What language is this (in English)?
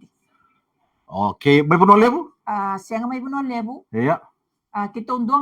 Fijian